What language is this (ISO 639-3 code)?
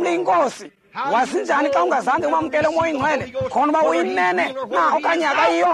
xho